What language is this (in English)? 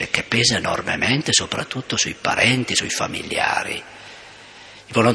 Italian